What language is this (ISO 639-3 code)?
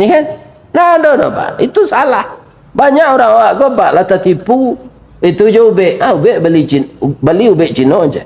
min